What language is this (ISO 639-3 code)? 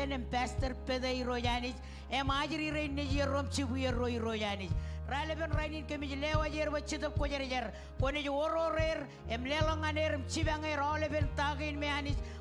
mah